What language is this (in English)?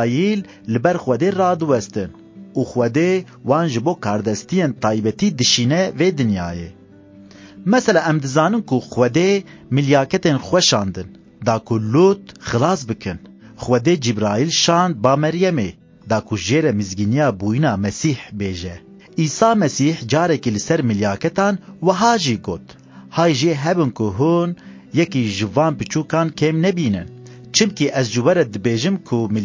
Kurdish